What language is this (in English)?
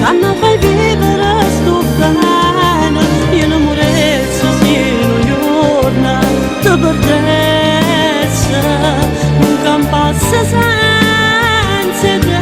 Neapolitan